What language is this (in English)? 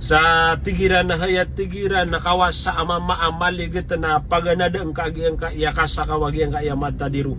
Maranao